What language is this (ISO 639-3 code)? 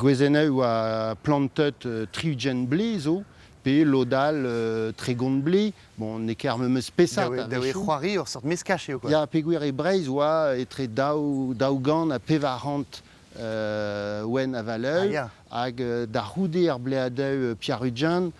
bre